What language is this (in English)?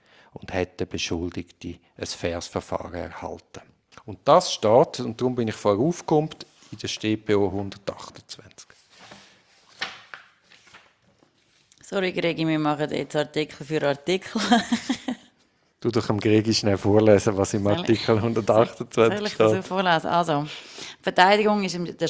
German